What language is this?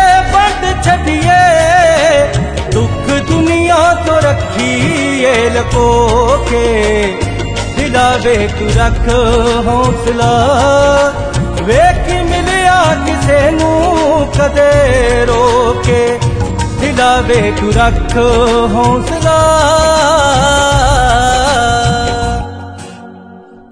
Punjabi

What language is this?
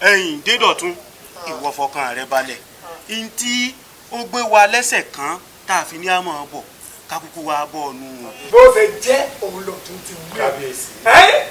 Yoruba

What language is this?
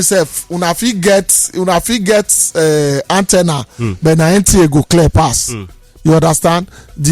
Nigerian Pidgin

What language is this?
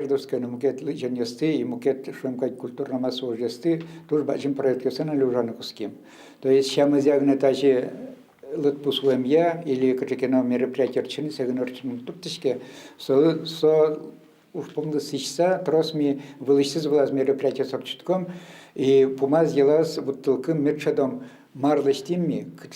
Udmurt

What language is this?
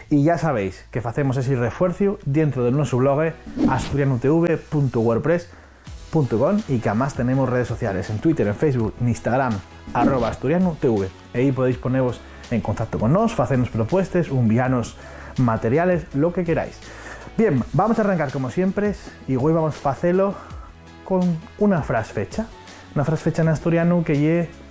Asturian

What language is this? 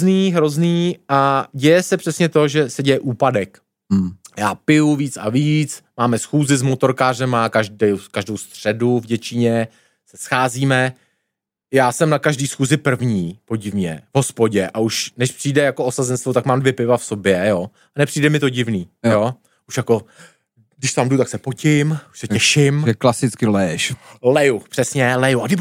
Czech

